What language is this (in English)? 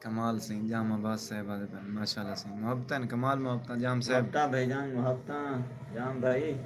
Saraiki